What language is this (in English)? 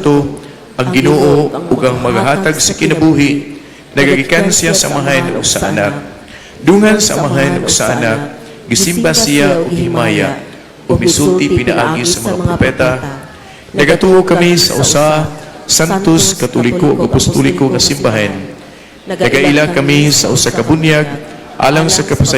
Cebuano